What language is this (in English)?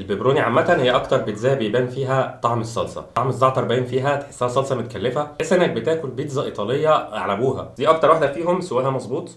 Egyptian Arabic